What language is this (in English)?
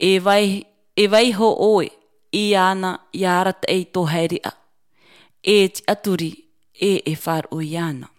Tahitian